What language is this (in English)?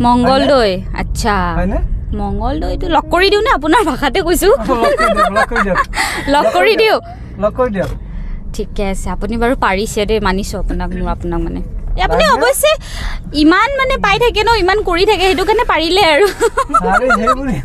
Assamese